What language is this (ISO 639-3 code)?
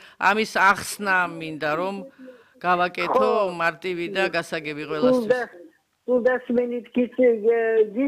kat